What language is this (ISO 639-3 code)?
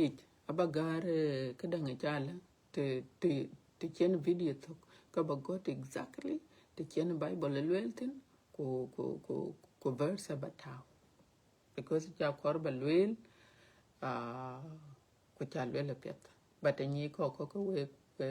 din